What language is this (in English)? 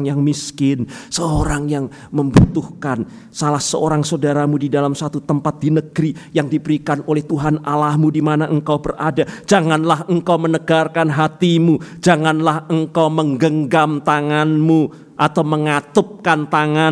Indonesian